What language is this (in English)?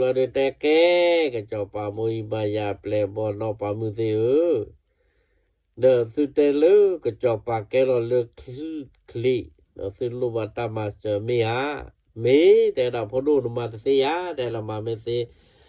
S'gaw Karen